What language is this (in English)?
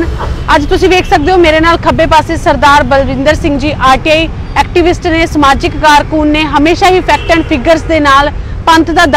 Punjabi